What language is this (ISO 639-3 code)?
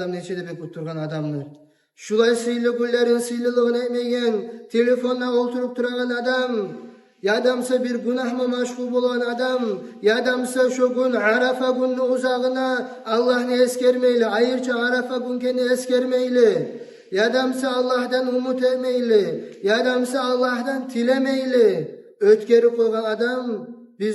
kum